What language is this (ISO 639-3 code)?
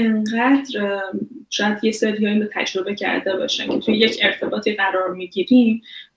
fas